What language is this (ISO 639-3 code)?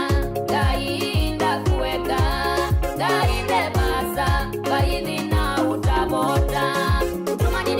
kam